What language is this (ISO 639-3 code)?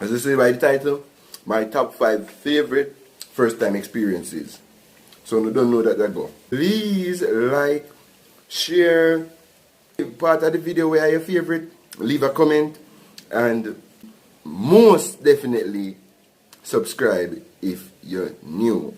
jam